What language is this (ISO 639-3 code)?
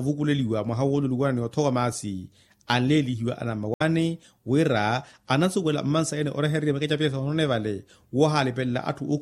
vmw